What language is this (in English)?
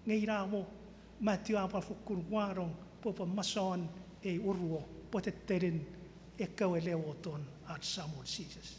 Chuukese